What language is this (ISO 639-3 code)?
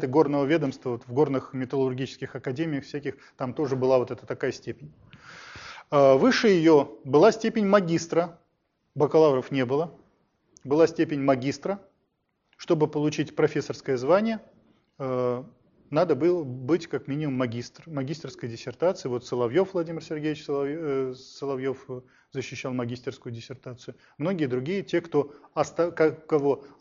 rus